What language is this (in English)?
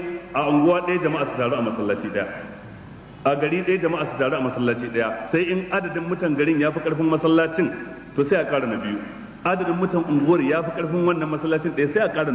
Hausa